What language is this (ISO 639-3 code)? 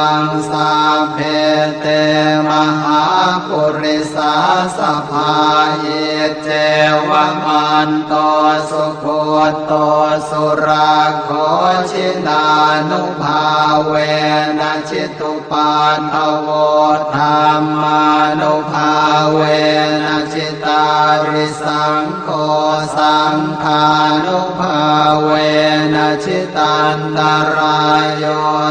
pli